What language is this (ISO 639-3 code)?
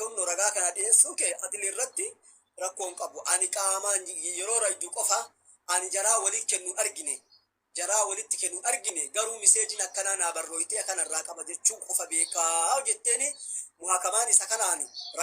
orm